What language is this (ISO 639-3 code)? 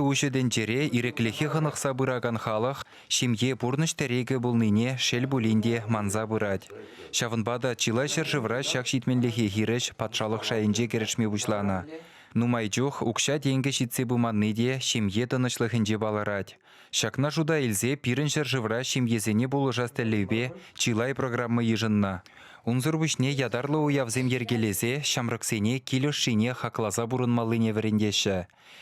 chv